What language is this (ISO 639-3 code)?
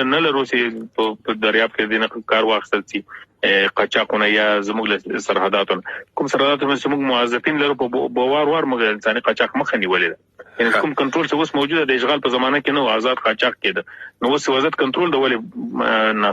pus